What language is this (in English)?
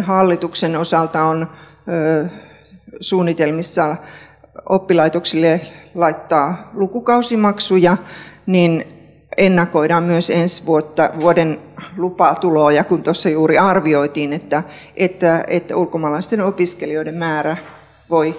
Finnish